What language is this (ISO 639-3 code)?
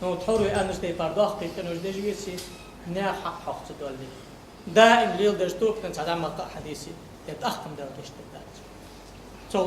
inh